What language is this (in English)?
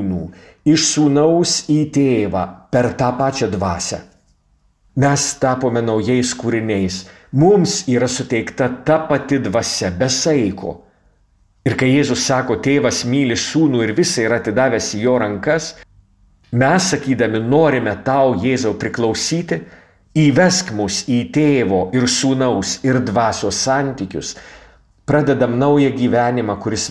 Lithuanian